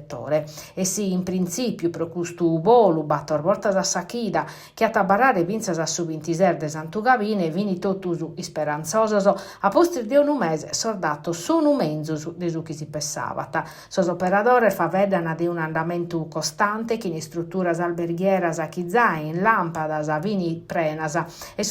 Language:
Sardinian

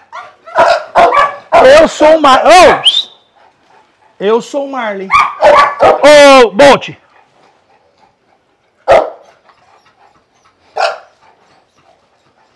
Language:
Portuguese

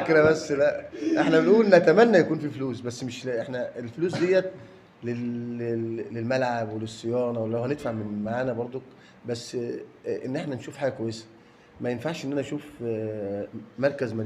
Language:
Egyptian Arabic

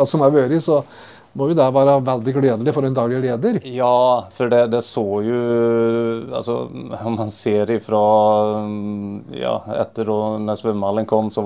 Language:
Norwegian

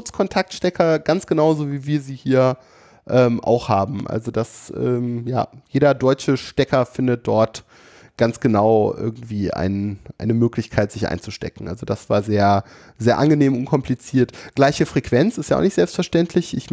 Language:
German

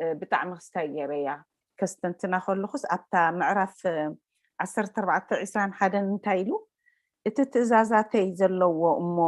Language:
Tigrinya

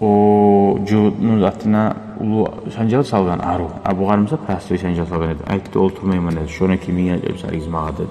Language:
Kumyk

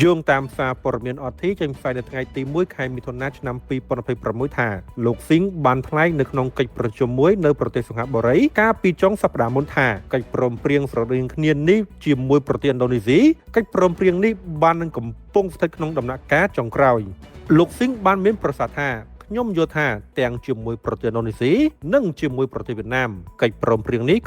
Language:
Khmer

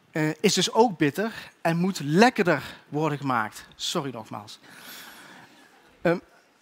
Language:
Dutch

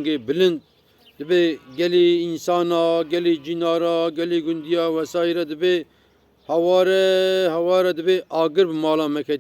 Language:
Kurdish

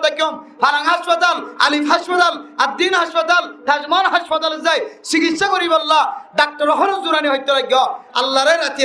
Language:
Rohingya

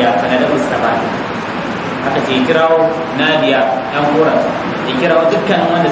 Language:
Hausa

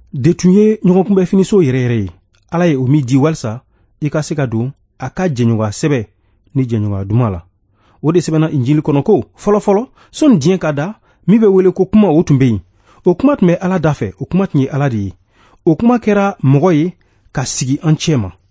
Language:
Bambara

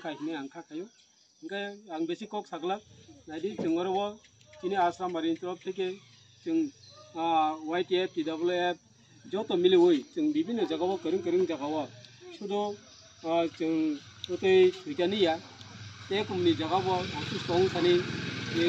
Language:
Kok Borok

